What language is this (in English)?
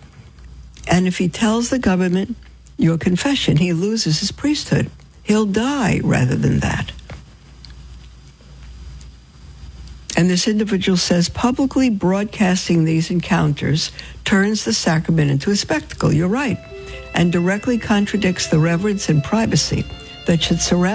English